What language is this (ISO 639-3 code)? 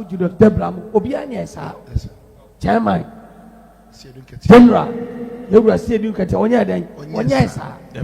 aka